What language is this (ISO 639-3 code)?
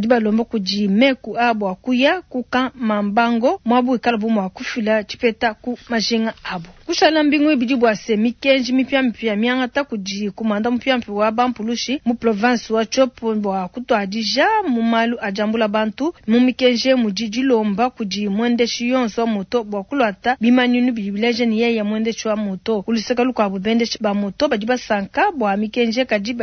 lua